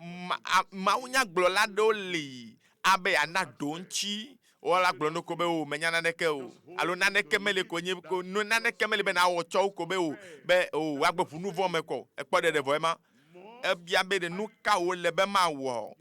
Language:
Ewe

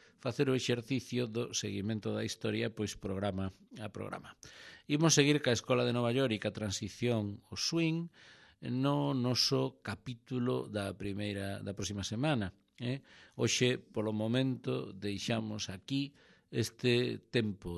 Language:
Galician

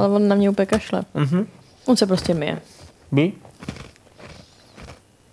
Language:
Czech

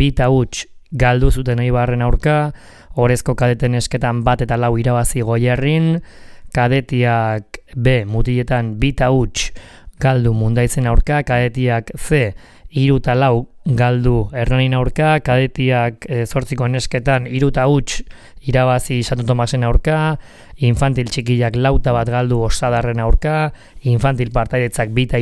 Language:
Basque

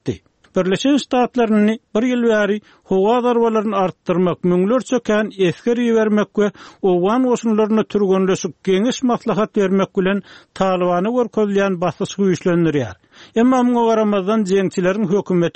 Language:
Turkmen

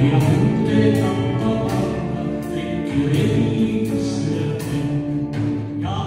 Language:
Finnish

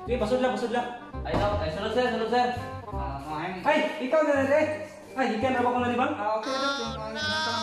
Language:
Cebuano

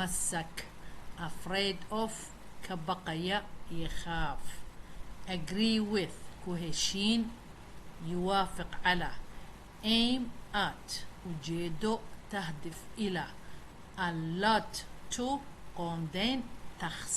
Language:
Somali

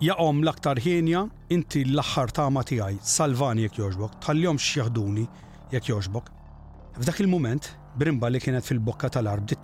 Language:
Maltese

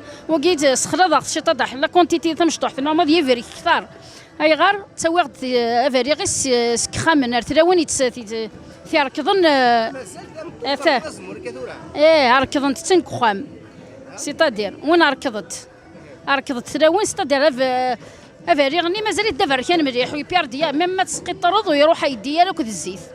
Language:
Kabyle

